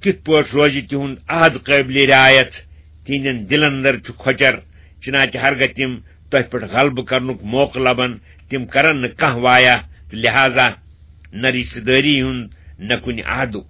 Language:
Kashmiri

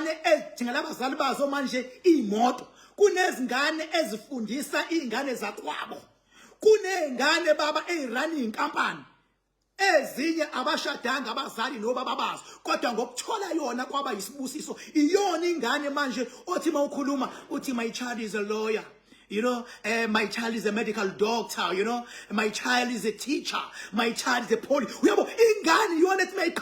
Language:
Zulu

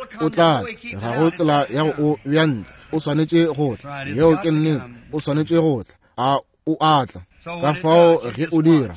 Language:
Northern Sotho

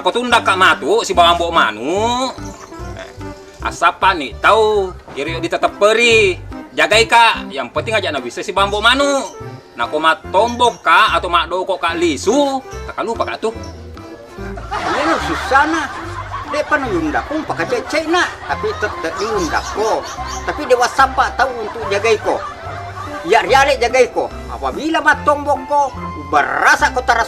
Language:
Buginese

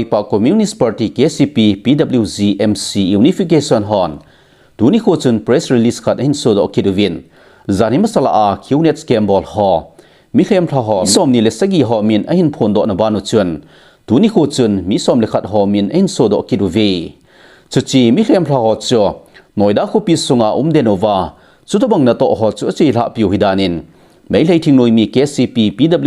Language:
Thado Chin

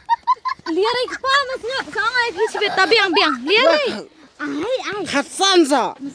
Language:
Khasi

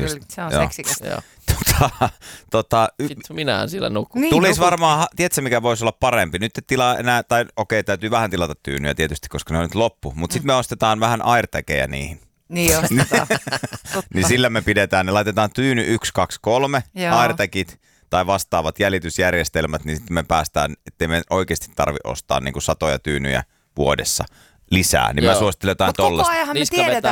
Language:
Finnish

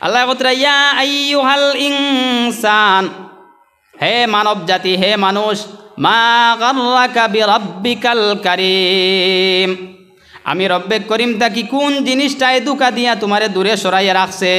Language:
Sylheti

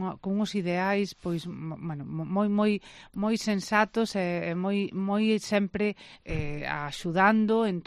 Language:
Galician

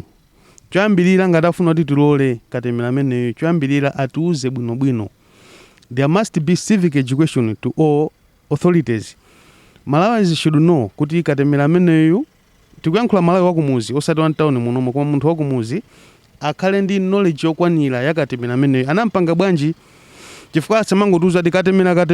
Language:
Nyanja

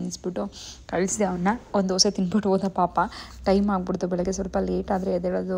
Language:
Kannada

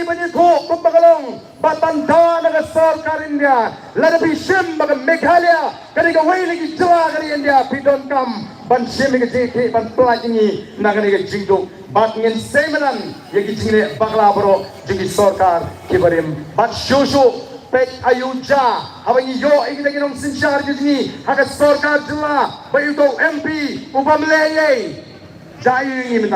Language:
Khasi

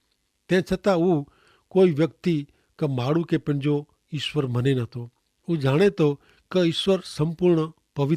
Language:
Kachhi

